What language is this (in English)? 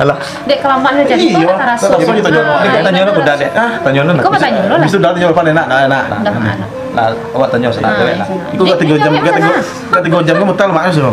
Minangkabau